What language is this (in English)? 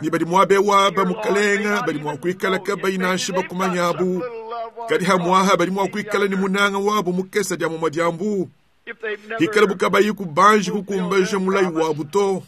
Luba-Lulua